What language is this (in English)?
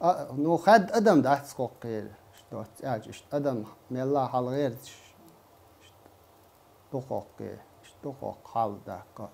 Chechen